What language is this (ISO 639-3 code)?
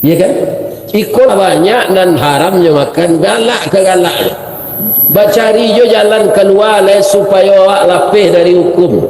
min